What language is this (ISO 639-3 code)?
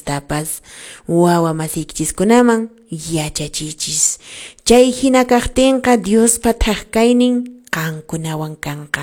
que